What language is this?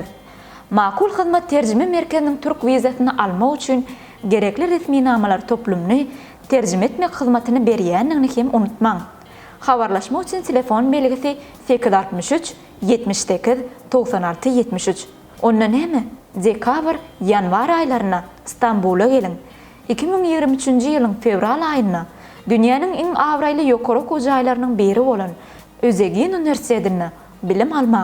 Turkmen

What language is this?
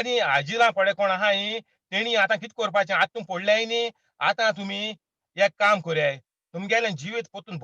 Konkani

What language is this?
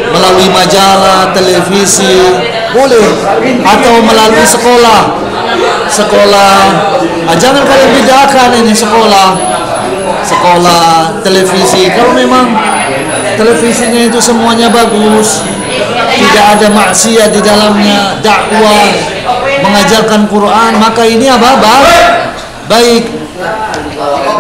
Indonesian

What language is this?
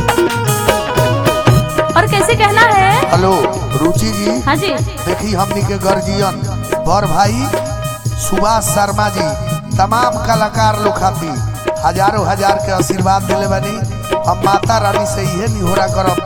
Bhojpuri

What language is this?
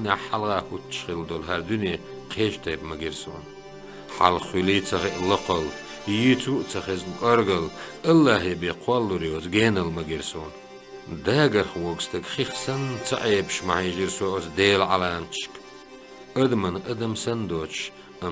Chechen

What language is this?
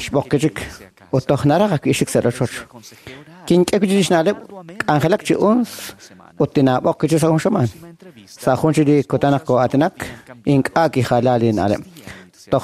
Kekchí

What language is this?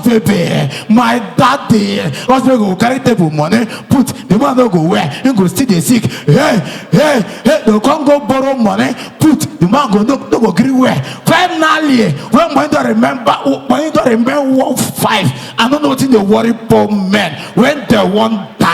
Nigerian Pidgin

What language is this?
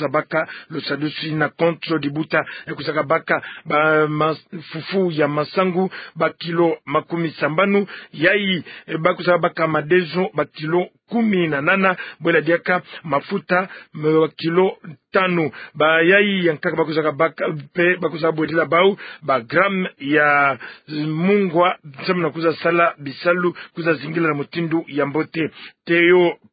Kituba (Democratic Republic of Congo)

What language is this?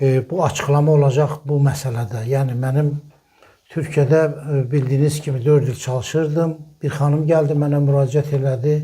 Azerbaijani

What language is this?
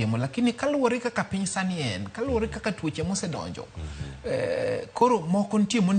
Luo (Kenya and Tanzania)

